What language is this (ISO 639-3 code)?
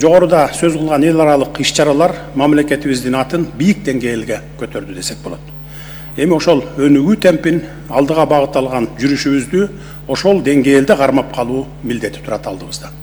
kir